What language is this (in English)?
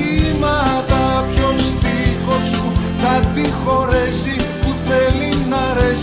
Greek